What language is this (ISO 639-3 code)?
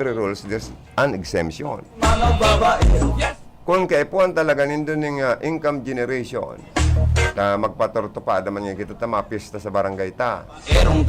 bik